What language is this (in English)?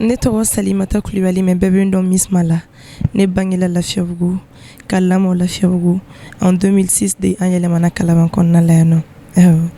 Bambara